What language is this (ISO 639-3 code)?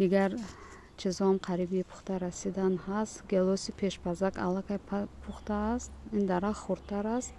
tgk